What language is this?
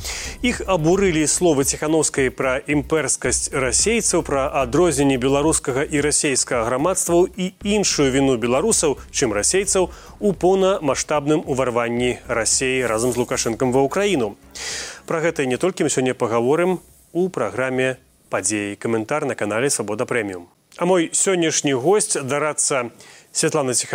Belarusian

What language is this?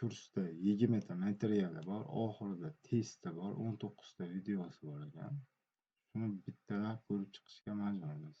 Uzbek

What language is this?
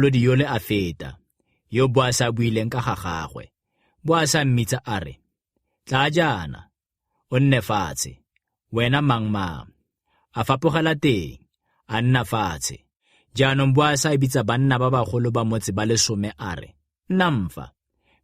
Tswana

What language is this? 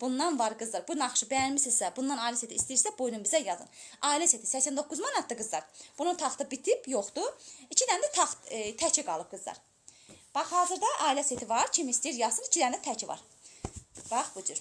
Azerbaijani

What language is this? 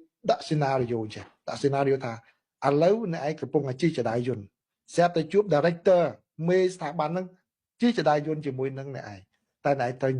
Khmer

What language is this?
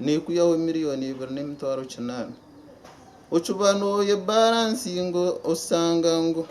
Nyankole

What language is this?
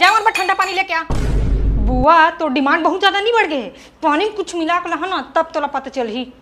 Chhattisgarhi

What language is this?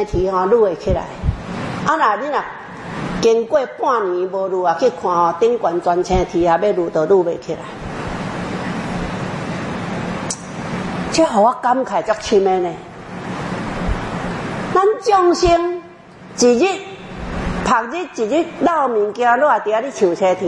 Min Nan Chinese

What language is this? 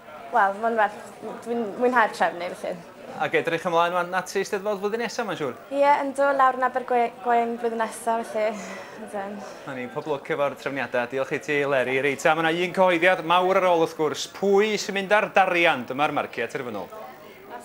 Welsh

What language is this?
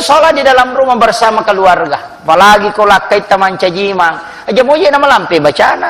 Buginese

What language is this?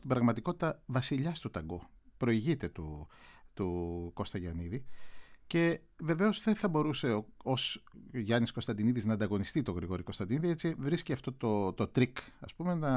Greek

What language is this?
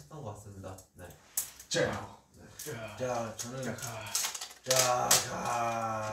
Korean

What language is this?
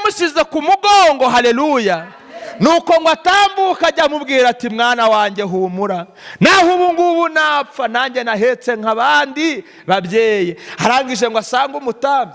Kinyarwanda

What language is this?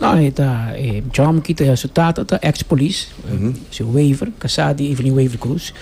Papiamento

